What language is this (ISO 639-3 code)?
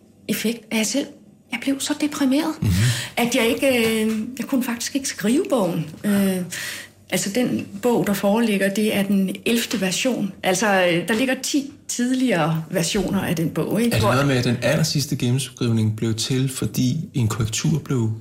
dan